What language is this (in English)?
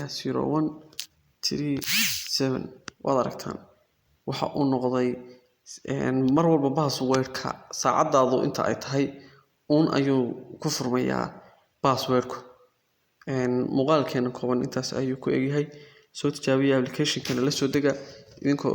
Somali